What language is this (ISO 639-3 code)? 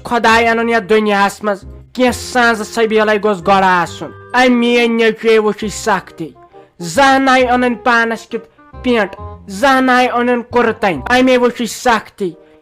kas